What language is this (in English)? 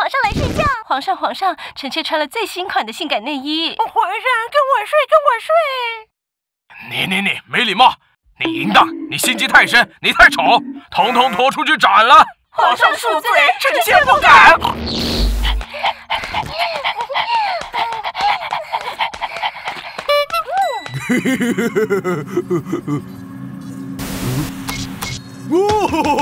Chinese